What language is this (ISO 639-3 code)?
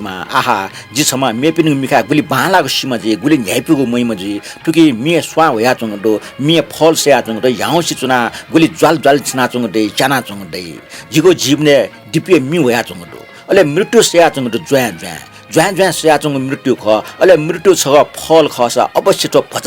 new